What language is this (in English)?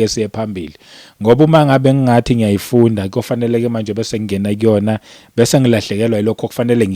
Zulu